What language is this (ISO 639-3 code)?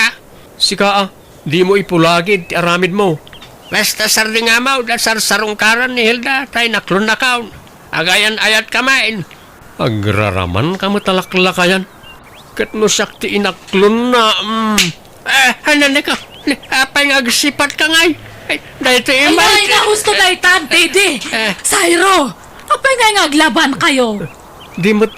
ilo